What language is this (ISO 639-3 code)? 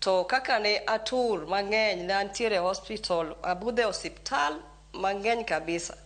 luo